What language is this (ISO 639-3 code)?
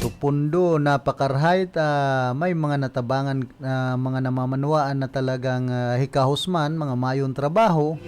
bik